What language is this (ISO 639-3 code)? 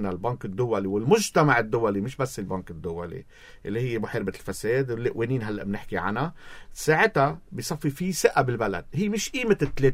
apc